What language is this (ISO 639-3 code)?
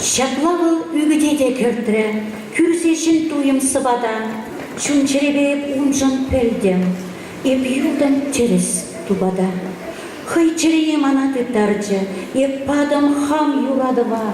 chv